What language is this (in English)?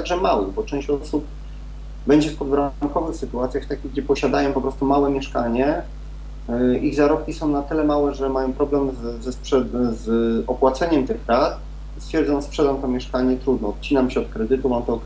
Polish